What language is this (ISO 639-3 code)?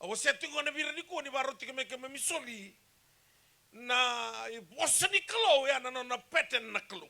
fij